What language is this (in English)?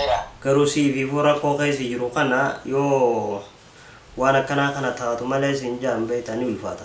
Oromo